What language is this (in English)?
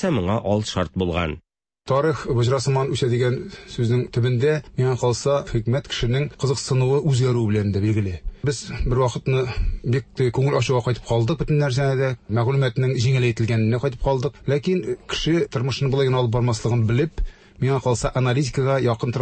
Tatar